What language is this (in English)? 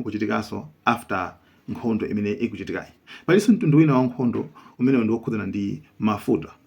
Nyanja